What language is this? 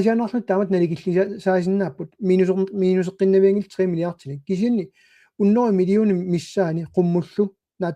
Kalaallisut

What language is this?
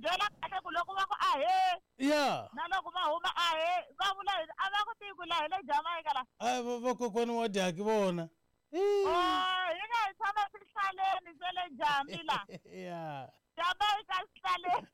Tsonga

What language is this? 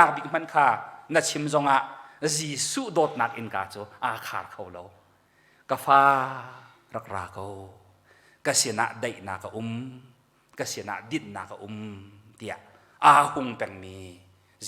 Hakha Chin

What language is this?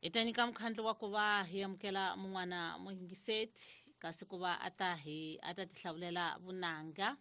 Tsonga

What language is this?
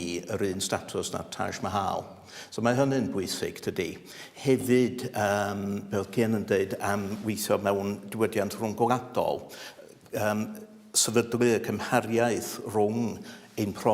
Welsh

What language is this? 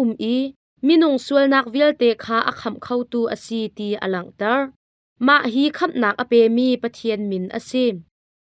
Hakha Chin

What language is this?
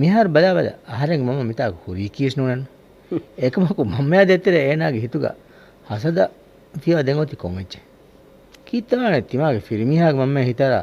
Divehi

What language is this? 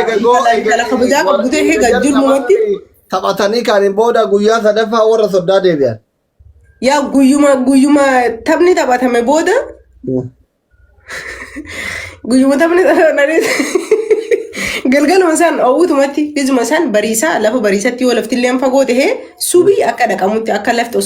Oromo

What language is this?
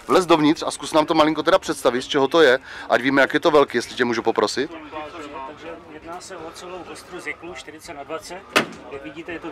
Czech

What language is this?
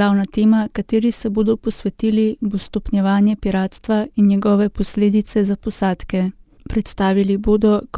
Slovenian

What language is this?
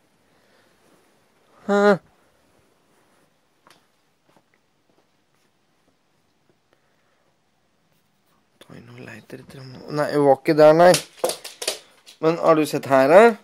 Norwegian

